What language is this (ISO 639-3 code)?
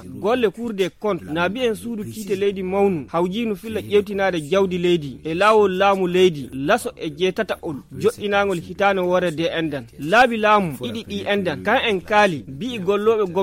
ful